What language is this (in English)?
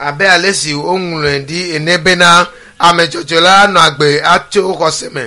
Ewe